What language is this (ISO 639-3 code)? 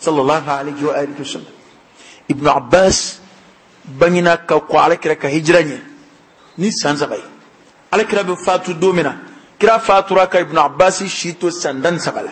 bam